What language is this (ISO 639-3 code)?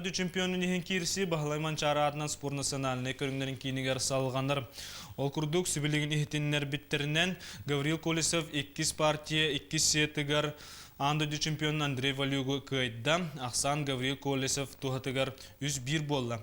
sah